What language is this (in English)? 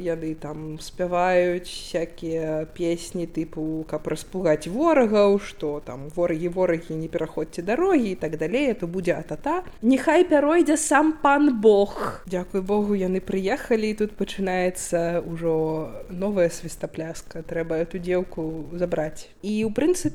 Belarusian